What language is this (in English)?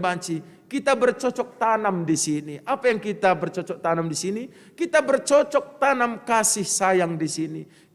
Batak Karo